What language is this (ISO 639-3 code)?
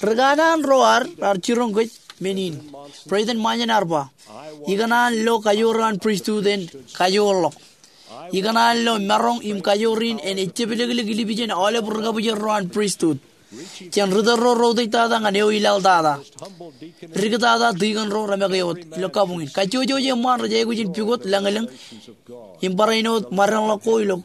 mah